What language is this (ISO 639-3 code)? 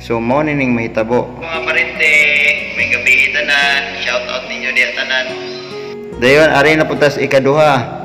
ceb